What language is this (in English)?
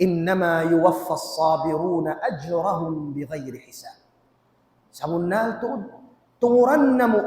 Tausug